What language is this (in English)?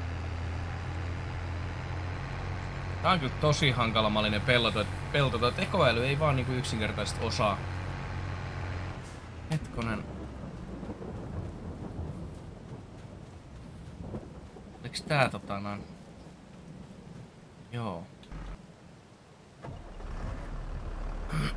Finnish